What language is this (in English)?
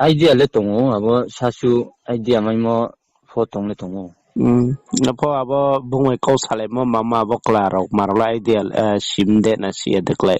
Riang (India)